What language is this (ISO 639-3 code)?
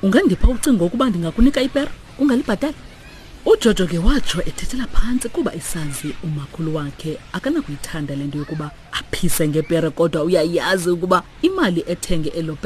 xho